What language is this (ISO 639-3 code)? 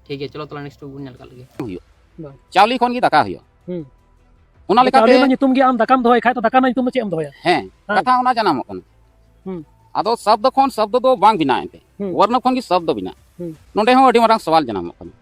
sat